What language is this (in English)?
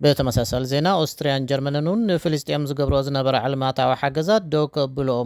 Tigrinya